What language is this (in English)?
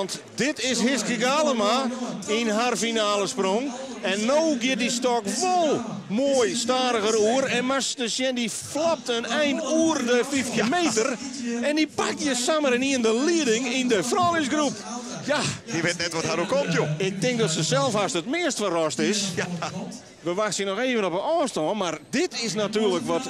Western Frisian